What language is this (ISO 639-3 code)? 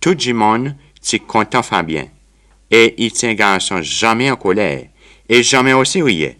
crs